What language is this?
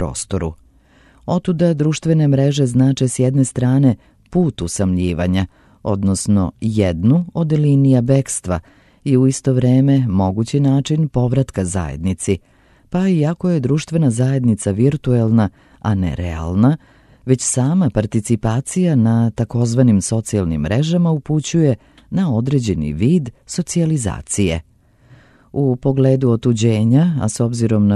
Serbian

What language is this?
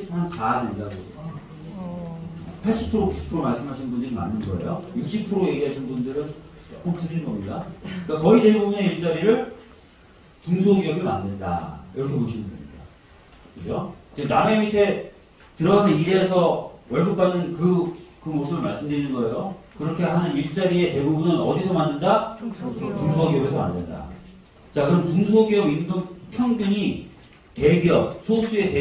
Korean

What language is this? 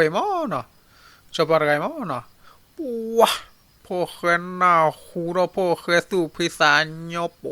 S'gaw Karen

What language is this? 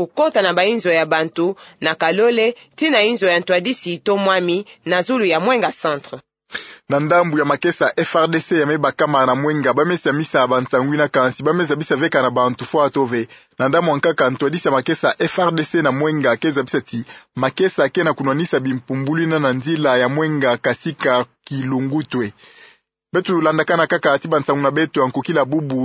Kituba (Democratic Republic of Congo)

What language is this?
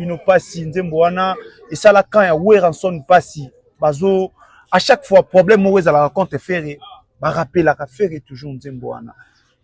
Lingala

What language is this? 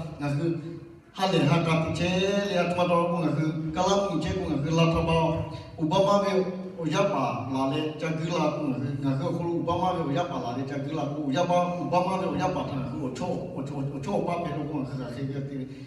Lahu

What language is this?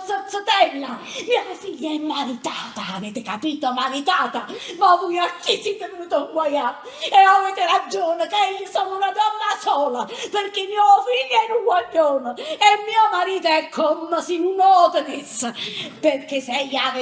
Neapolitan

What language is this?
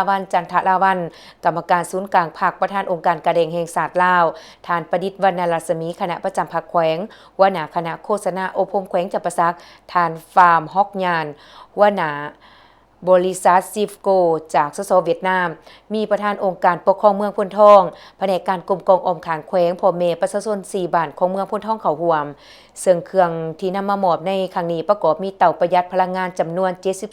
Lao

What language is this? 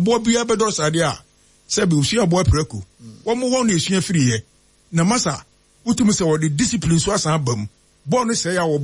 Akan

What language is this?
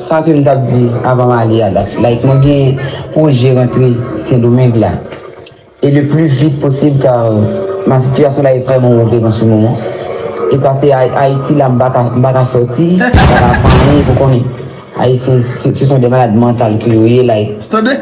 Haitian Creole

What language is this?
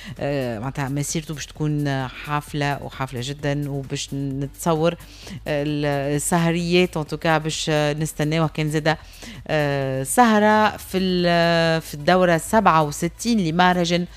Tunisian Arabic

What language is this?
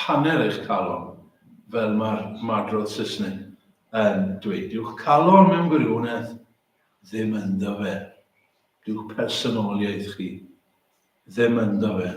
Welsh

